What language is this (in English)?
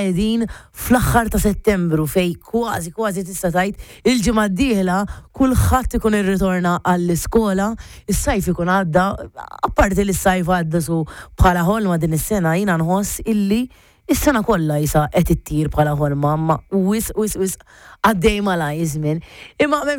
Maltese